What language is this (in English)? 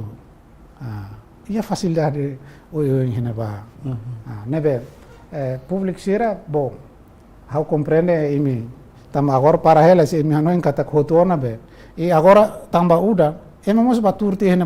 Tetum